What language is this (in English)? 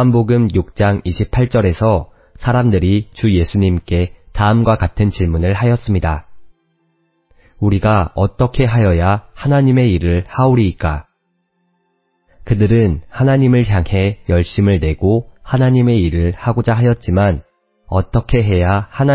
Korean